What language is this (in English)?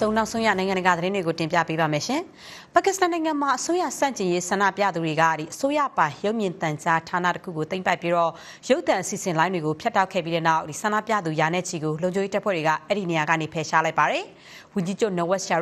Burmese